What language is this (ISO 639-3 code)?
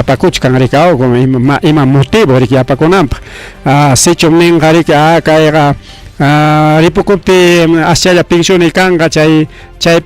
quy